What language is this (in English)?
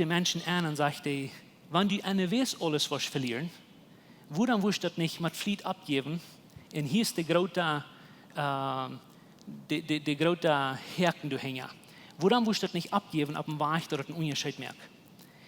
Plautdietsch